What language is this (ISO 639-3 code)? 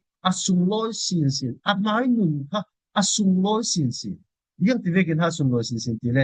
cfm